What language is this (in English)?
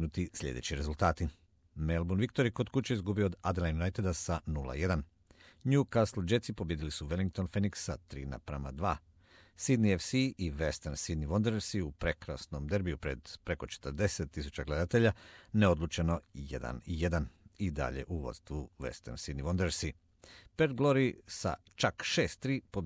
Croatian